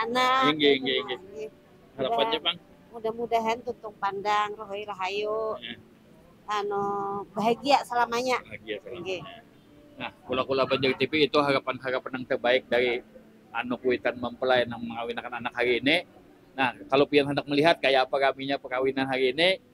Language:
Banjar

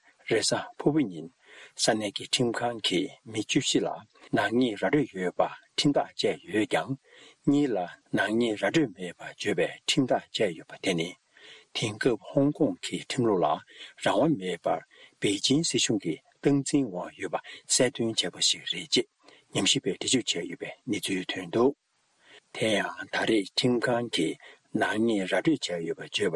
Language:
Tibetan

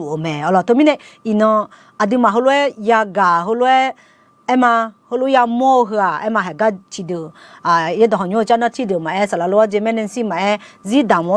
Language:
Akha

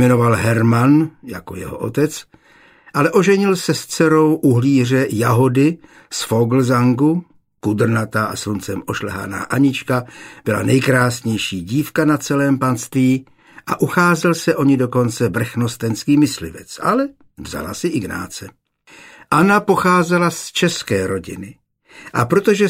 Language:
Czech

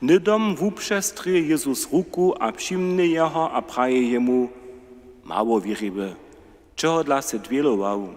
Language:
Upper Sorbian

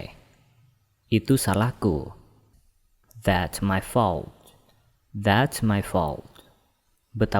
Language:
Indonesian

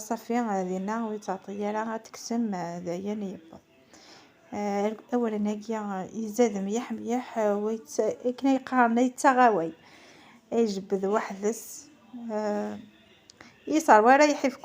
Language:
Kabyle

